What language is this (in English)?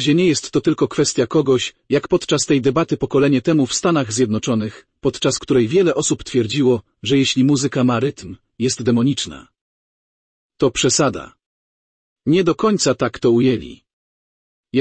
Polish